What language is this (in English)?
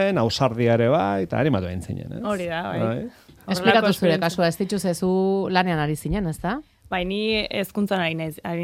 Basque